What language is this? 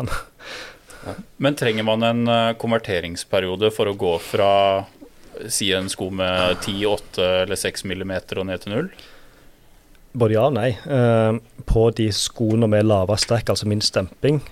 Norwegian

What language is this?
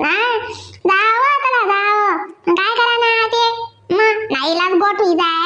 Khandesi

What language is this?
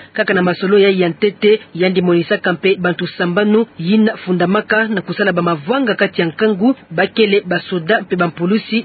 Kituba (Democratic Republic of Congo)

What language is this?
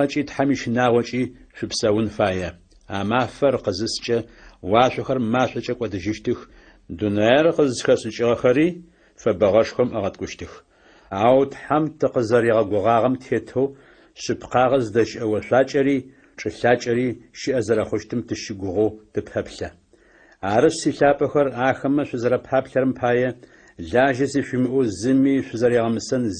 Adyghe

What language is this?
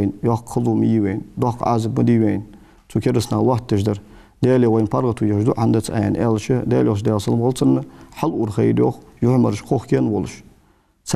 Ingush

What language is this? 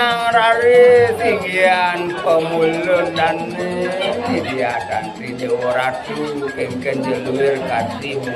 Balinese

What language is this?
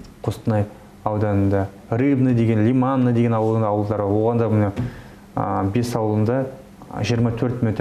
Kazakh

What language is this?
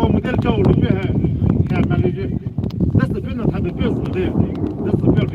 Poumei Naga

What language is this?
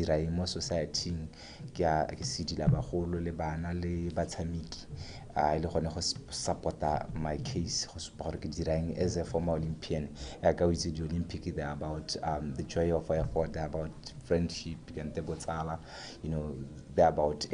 Tswana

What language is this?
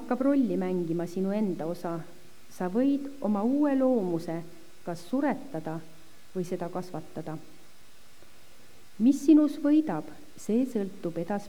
Estonian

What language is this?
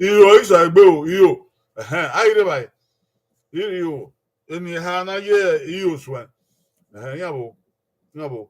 Bini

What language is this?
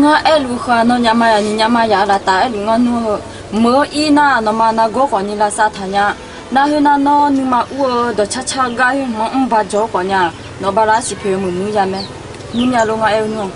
Akha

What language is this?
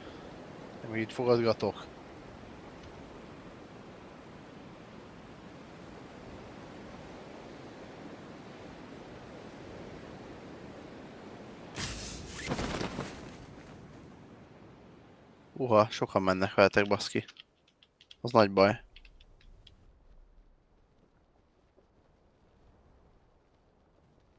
Hungarian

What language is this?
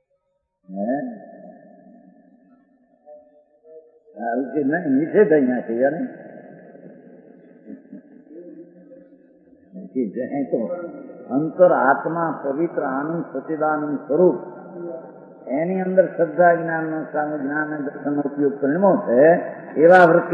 Gujarati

